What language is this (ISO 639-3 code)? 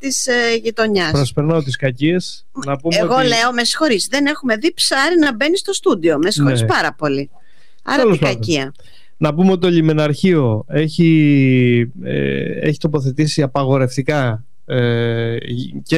ell